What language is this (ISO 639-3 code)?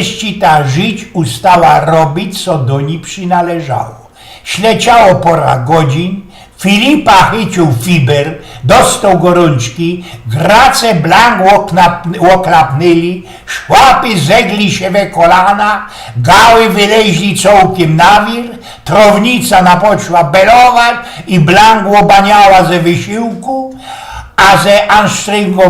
szl